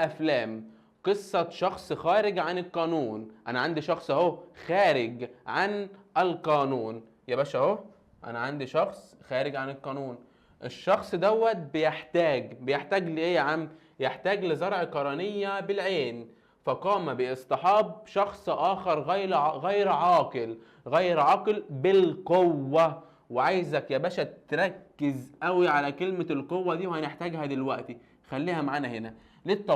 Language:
Egyptian Arabic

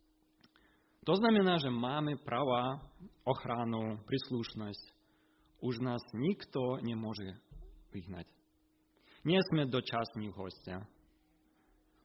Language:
Slovak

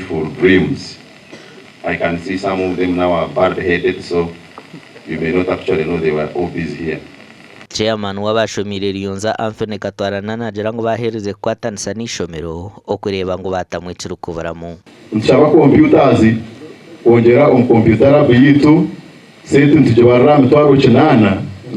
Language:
Nyankole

